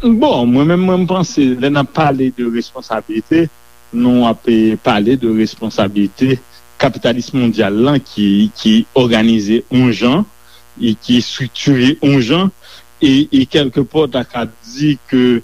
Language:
Haitian Creole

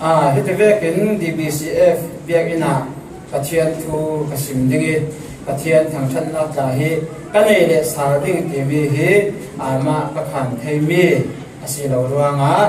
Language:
Falam Chin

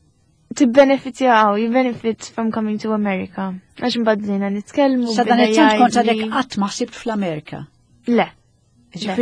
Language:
Maltese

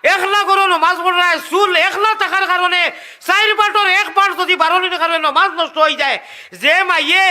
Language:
Sylheti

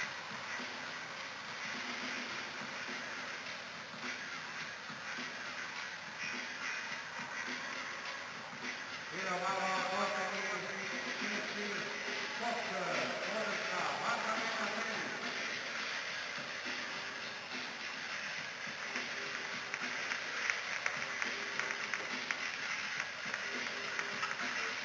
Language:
Croatian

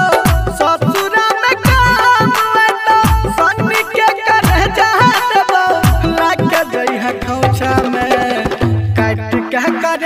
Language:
Bhojpuri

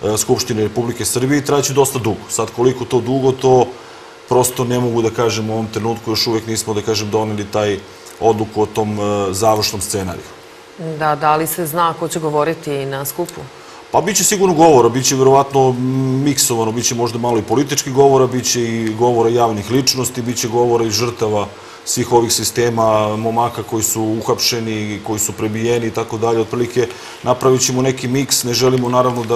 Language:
Serbian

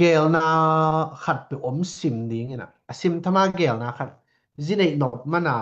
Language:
Tedim Chin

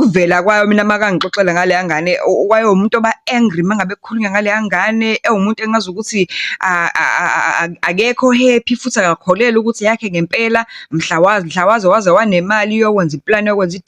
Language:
Zulu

